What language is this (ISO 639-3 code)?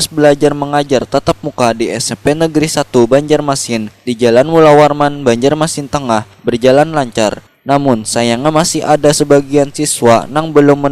bjn